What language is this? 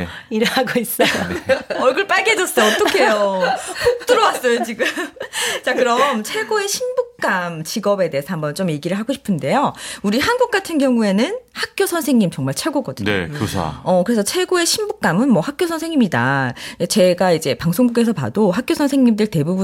Korean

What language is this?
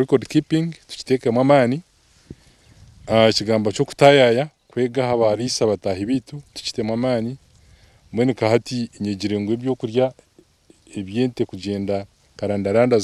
Kinyarwanda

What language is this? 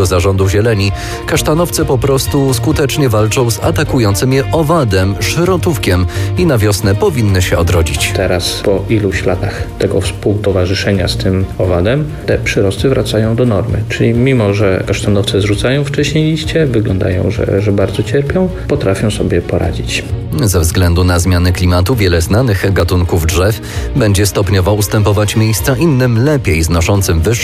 Polish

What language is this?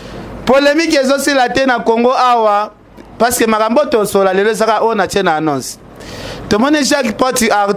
Lingala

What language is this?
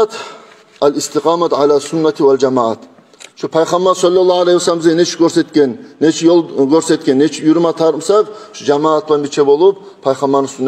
Kumyk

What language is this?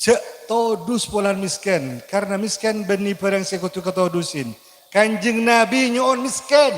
Madurese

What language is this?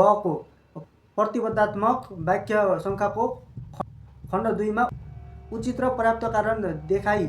Nepali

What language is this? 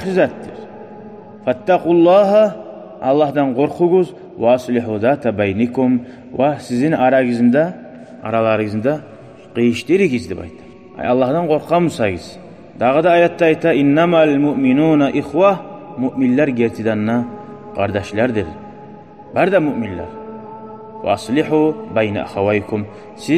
Kumyk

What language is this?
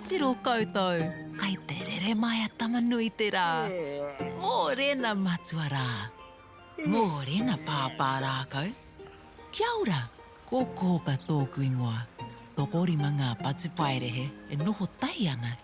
Māori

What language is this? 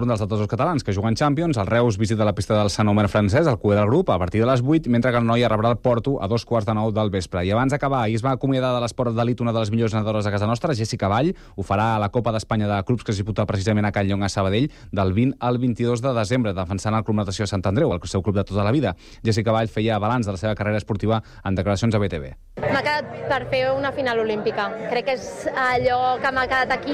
Catalan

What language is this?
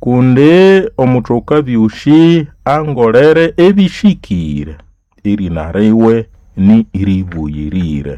Nande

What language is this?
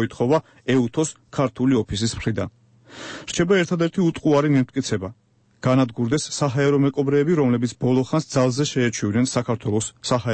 Georgian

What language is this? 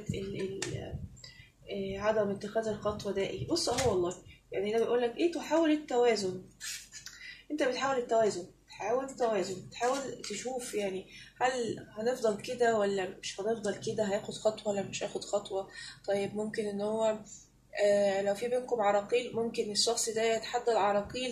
Egyptian Arabic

